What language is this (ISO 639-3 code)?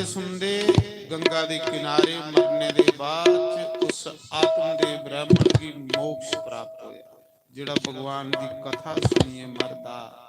doi